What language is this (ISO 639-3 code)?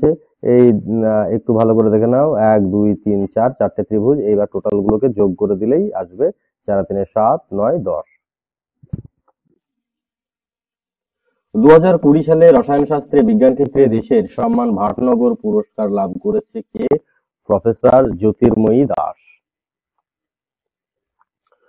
ben